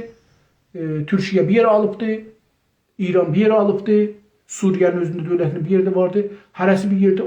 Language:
South Azerbaijani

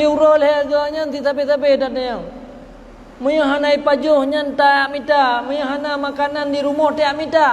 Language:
Achinese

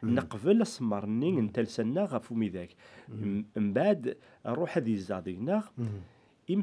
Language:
Kabyle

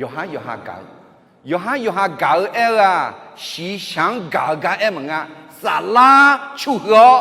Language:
Akha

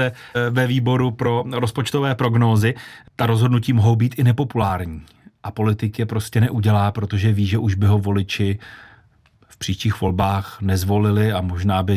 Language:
Czech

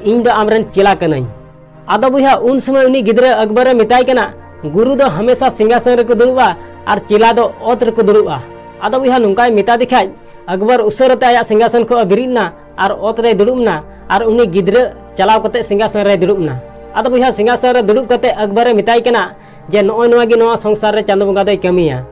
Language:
Santali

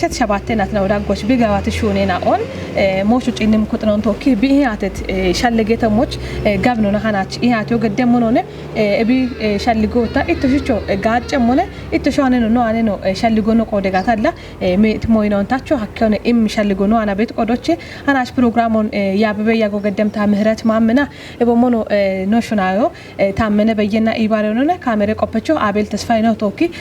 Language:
Kafa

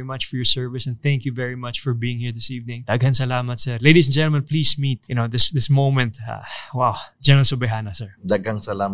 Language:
Filipino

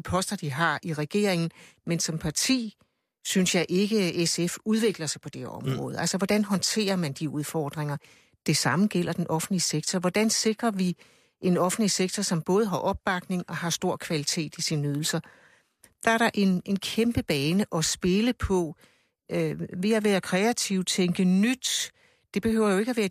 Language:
Danish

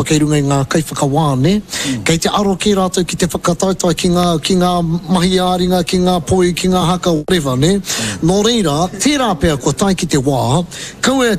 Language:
Māori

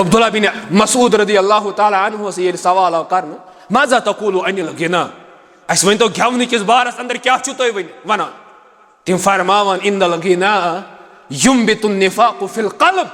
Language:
Kashmiri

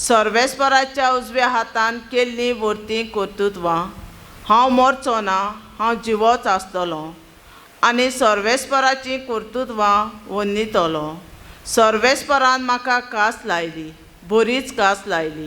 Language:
Konkani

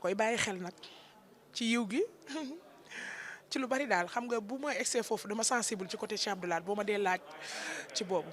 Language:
Wolof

